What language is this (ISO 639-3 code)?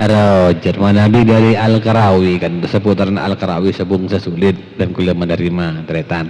mad